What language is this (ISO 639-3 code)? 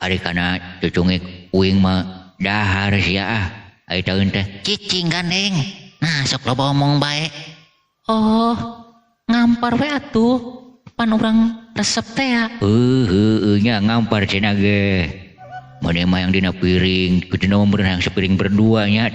sun